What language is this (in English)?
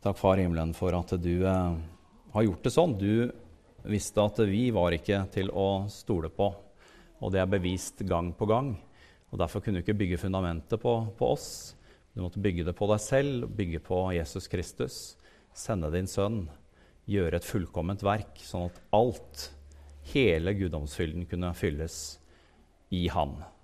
Norwegian